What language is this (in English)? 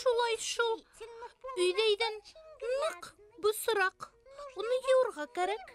Bashkir